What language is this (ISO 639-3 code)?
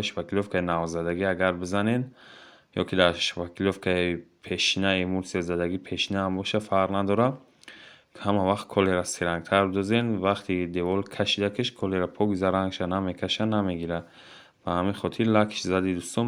tgk